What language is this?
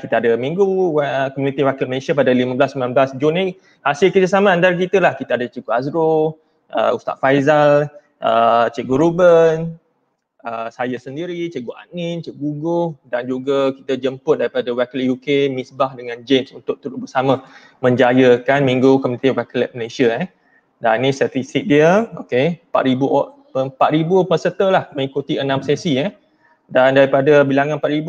Malay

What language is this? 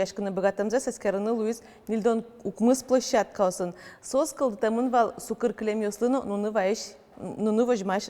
Udmurt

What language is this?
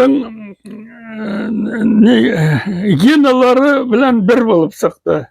Bashkir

